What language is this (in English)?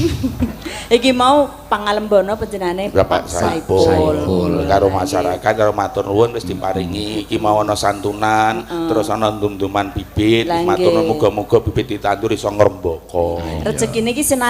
Javanese